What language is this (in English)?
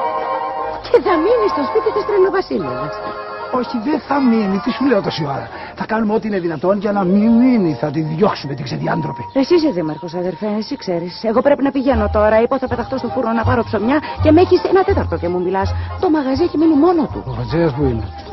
Greek